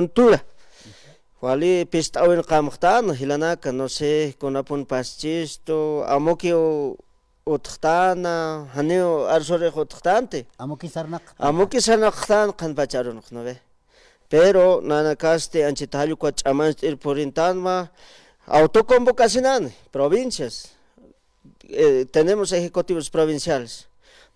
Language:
Aymara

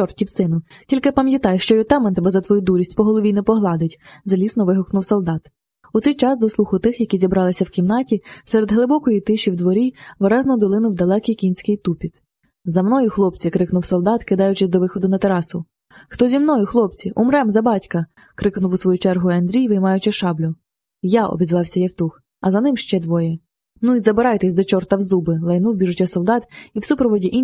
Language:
Ukrainian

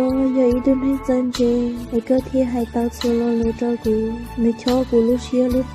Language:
Hmong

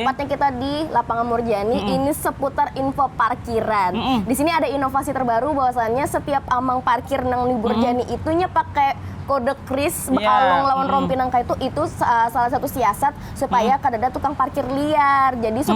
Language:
Banjar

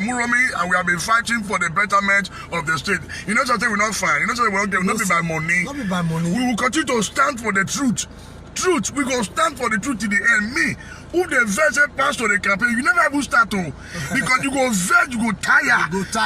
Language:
Nigerian Pidgin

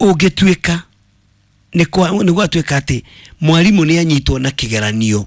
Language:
Kikuyu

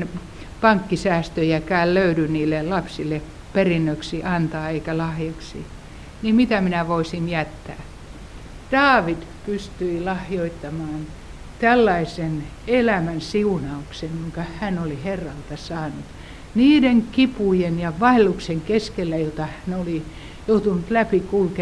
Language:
Finnish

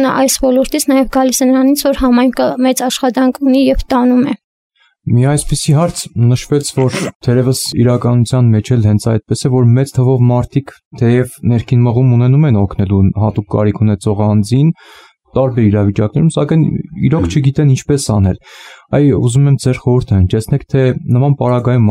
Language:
Armenian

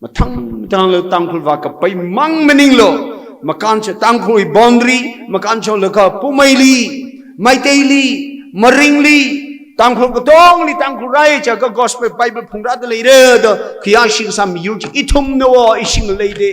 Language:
Tangkhul Naga (India)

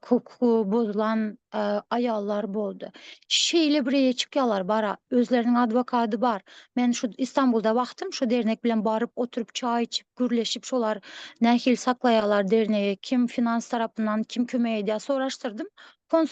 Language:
Turkmen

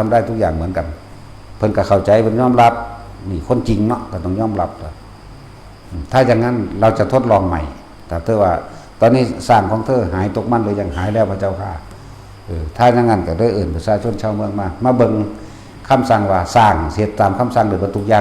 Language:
Northeastern Thai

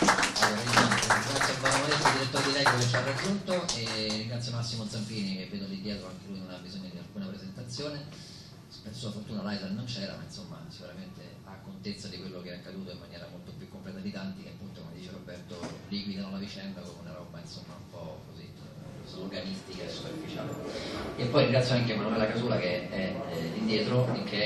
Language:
Italian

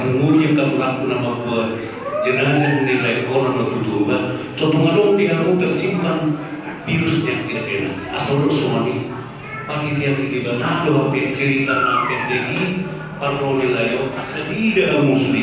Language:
Batak Toba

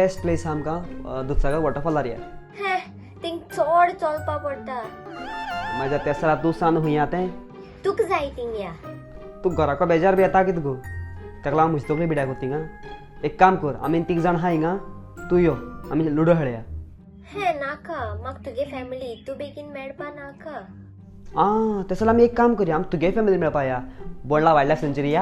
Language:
Konkani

